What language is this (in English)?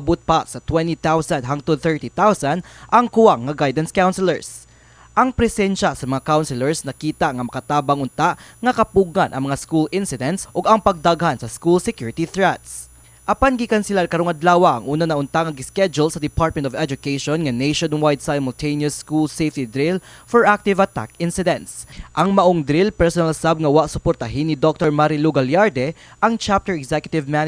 Cebuano